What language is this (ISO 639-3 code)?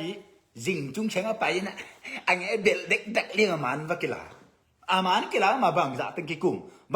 ctd